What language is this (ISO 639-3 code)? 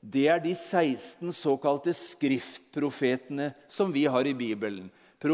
nor